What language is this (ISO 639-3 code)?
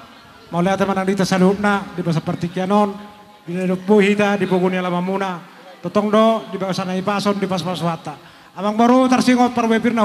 bbc